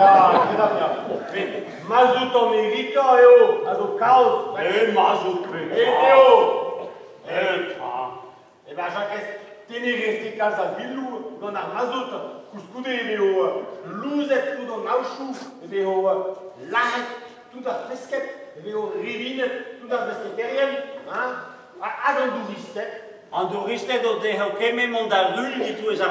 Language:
Breton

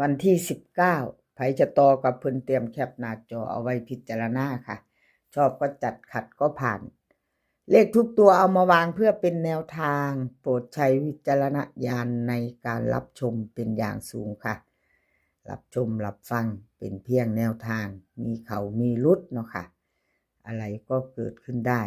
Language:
Northeastern Thai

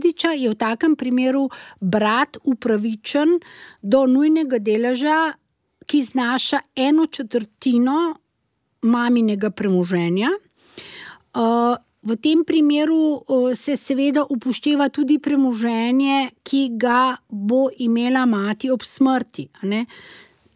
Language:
Slovenian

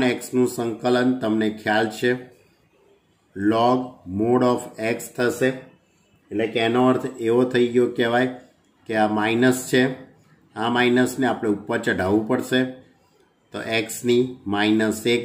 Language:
Gujarati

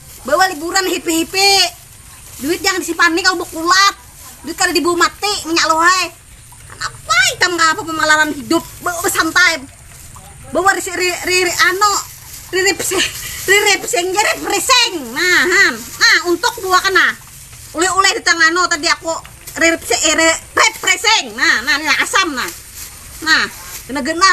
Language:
Banjar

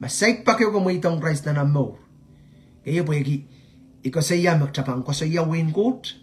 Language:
Pohnpeian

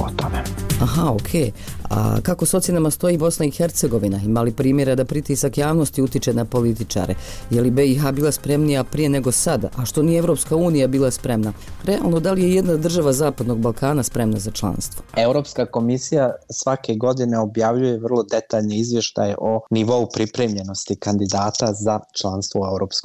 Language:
Bosnian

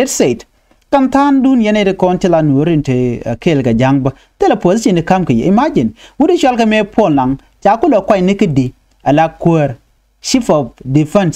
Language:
Nuer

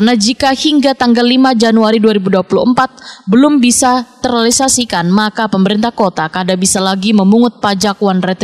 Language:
Banjar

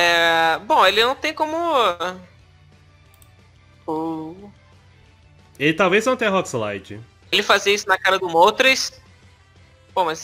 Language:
Portuguese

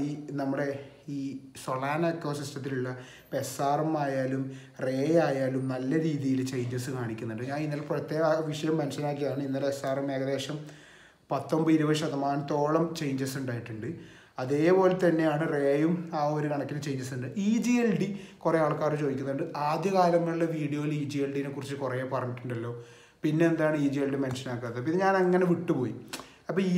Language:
Malayalam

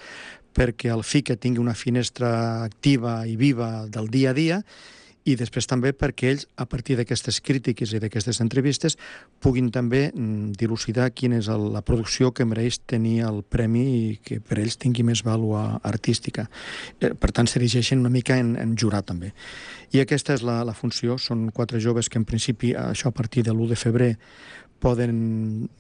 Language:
Catalan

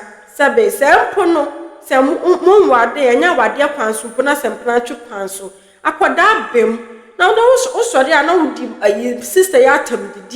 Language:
Akan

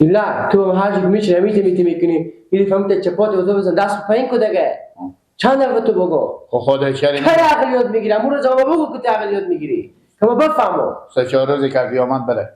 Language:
Persian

